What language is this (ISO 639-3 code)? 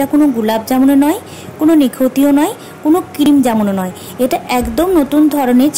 ben